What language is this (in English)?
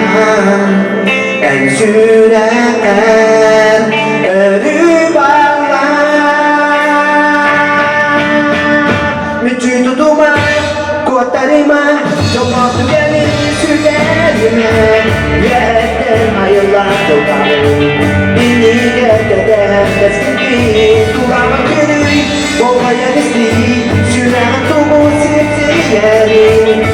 Yakut